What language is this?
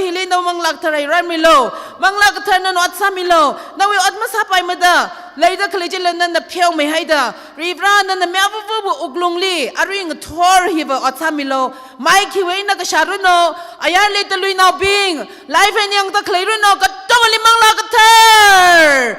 Tangkhul Naga (India)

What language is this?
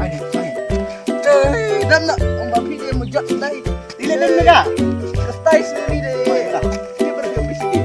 Khasi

